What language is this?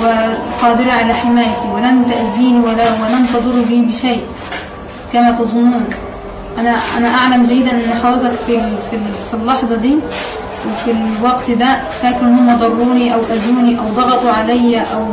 Egyptian Arabic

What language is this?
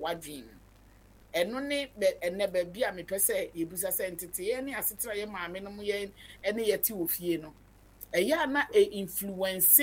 Akan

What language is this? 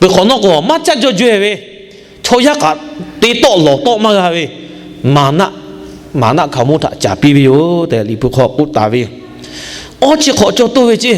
Lahu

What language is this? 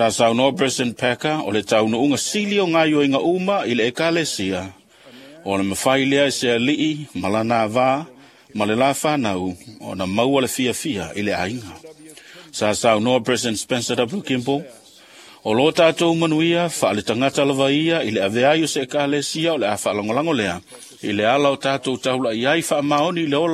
Samoan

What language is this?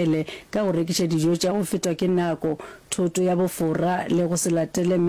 Northern Sotho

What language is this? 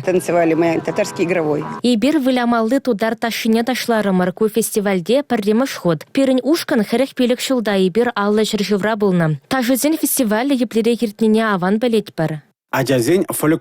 Chuvash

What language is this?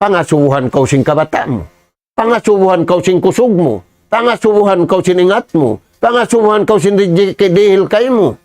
Tausug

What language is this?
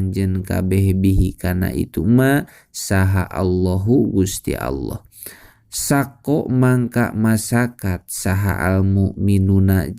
Sundanese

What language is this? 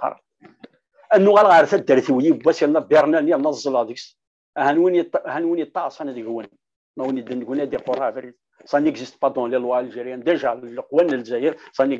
Kabyle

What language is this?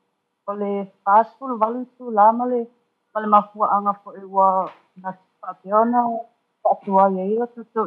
Samoan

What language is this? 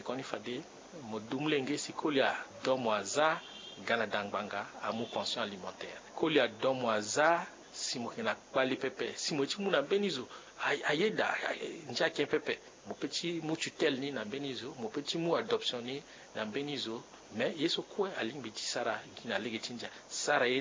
Sango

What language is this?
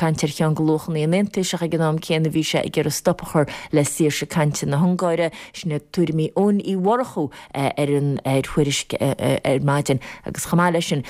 Irish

